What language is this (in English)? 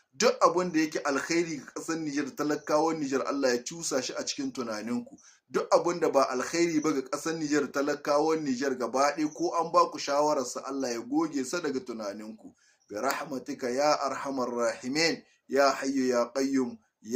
Hausa